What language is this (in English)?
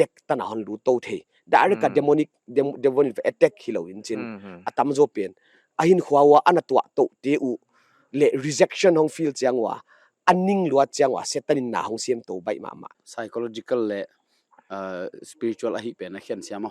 Paite Chin